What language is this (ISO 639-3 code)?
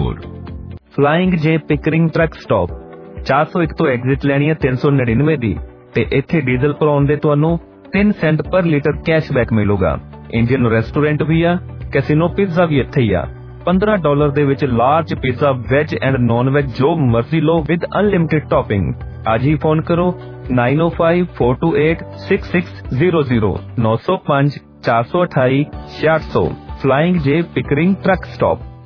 pan